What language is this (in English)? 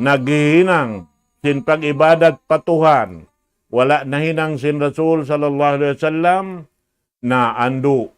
Tausug